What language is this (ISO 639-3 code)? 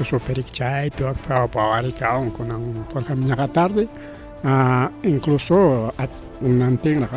quy